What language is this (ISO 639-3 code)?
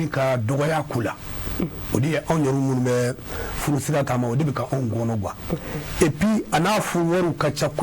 bam